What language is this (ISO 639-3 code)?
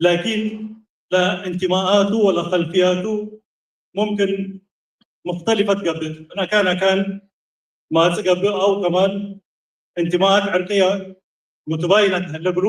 tig